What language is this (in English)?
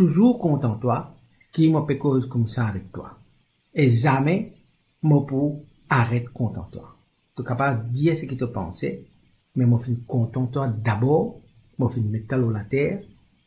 Morisyen